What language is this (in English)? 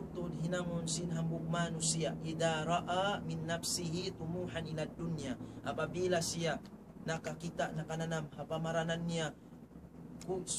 Tausug